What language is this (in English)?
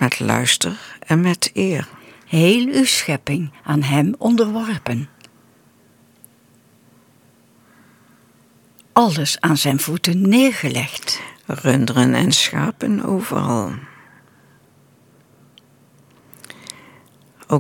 Dutch